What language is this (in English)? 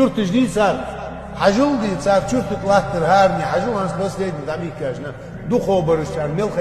Ingush